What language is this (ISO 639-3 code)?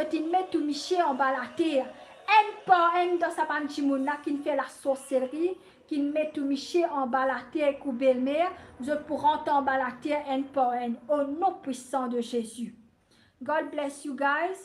mfe